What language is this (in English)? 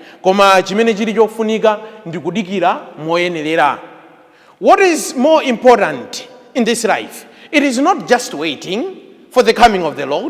Nyanja